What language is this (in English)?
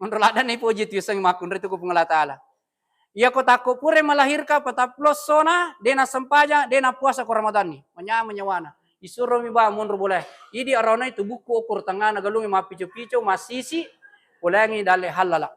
Buginese